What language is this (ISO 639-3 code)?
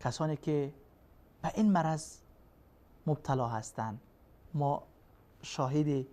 fas